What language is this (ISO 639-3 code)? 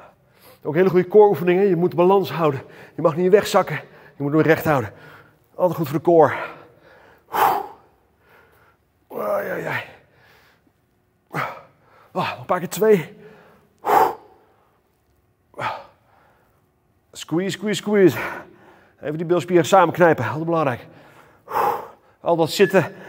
nld